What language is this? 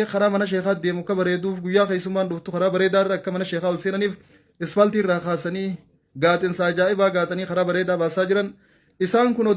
Oromo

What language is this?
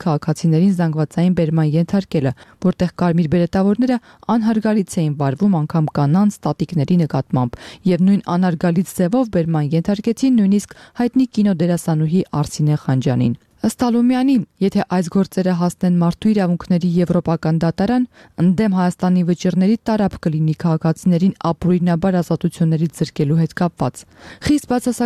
Armenian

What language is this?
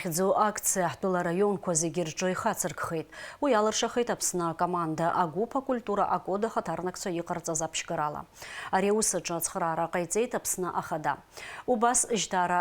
Abkhazian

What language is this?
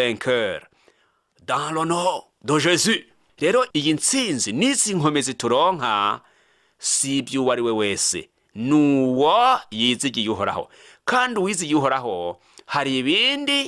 Rundi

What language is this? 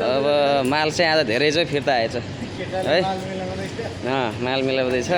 Nepali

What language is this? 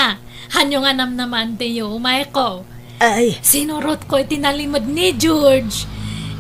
Iloko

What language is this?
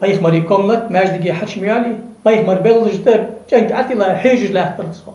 Ingush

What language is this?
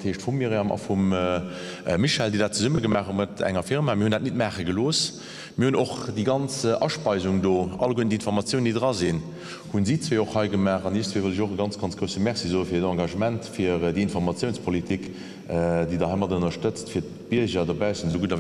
Luxembourgish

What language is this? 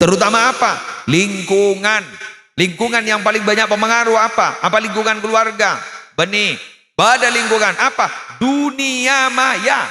Madurese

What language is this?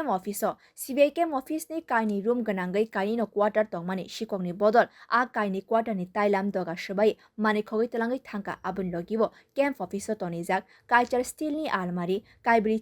Kok Borok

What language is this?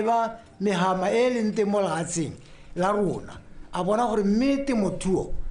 Tswana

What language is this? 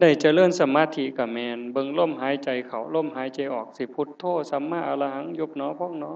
Northeastern Thai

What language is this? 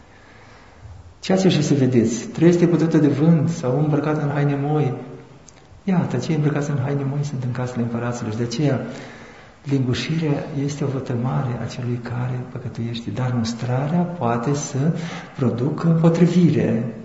Romanian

